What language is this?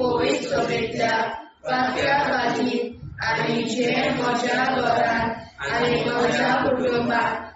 Konkani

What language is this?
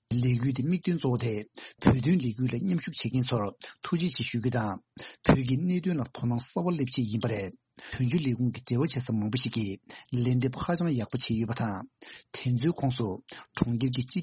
Tibetan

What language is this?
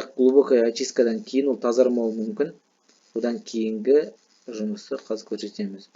Kazakh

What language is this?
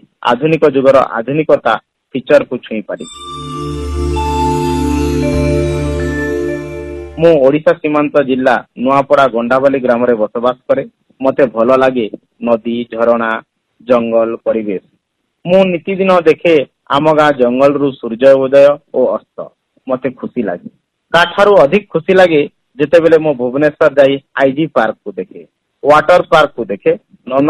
Odia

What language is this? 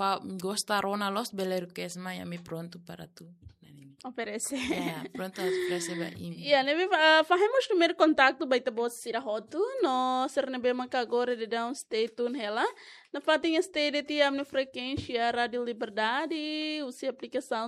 Tetum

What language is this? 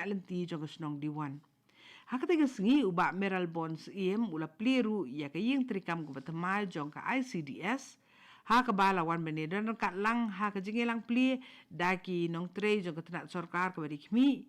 Khasi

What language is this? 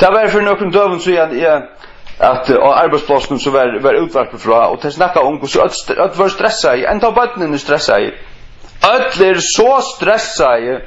Faroese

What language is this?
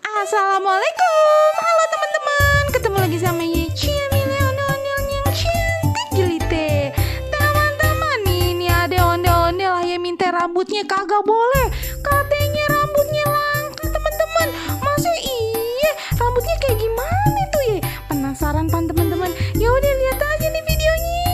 Betawi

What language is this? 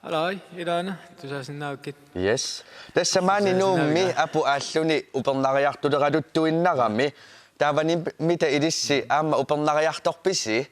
Kalaallisut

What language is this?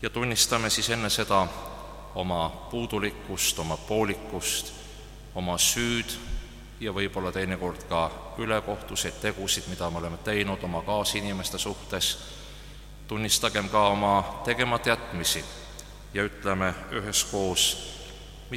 Estonian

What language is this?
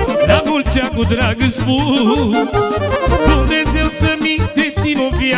Romanian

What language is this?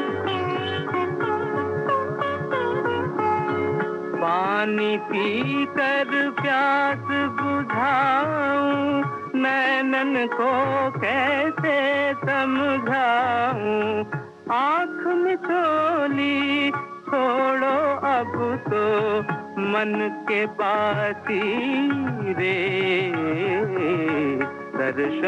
Hindi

